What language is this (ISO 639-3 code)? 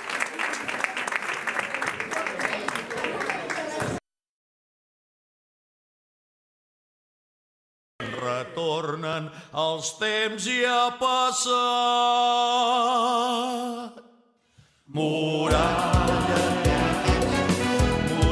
cat